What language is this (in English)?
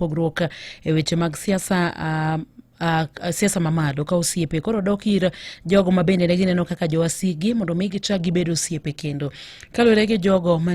Luo (Kenya and Tanzania)